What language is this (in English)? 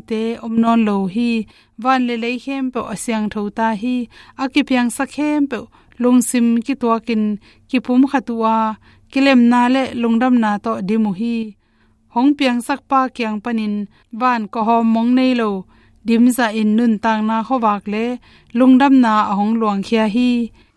Tedim Chin